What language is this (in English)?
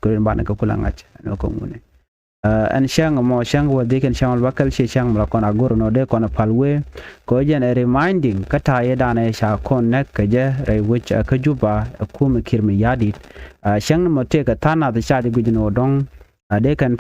Nuer